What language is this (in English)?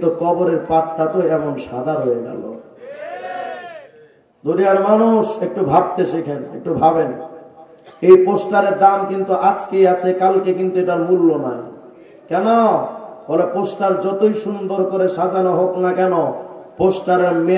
Bangla